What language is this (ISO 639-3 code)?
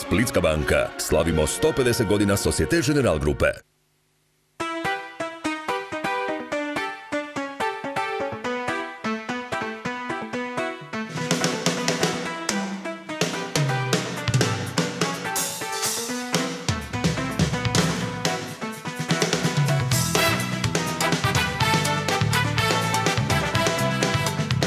hrv